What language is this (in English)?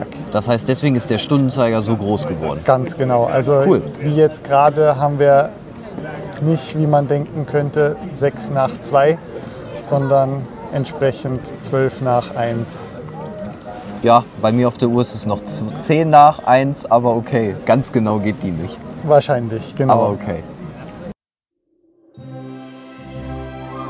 German